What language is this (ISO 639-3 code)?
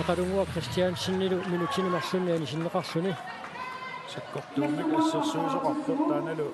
kal